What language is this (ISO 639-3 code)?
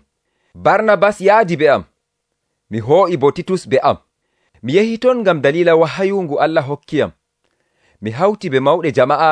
fuv